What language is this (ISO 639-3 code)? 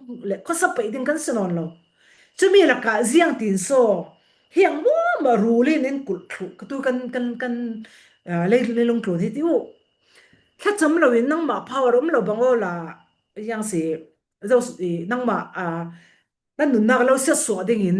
cfm